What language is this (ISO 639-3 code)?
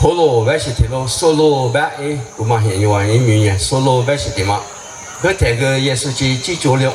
lis